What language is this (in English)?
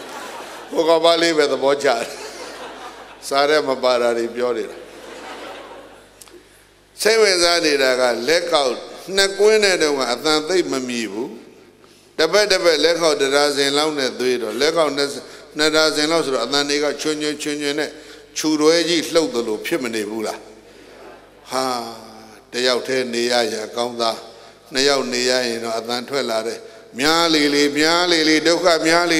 Burmese